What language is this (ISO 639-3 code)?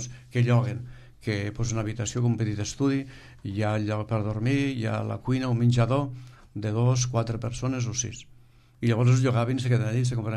cat